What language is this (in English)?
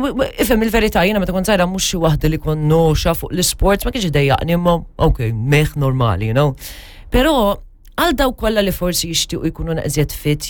Maltese